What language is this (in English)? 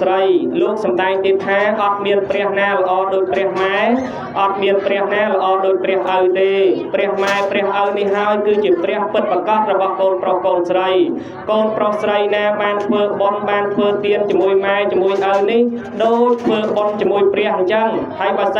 Khmer